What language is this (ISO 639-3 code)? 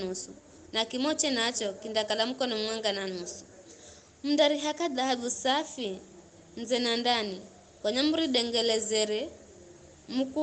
nyf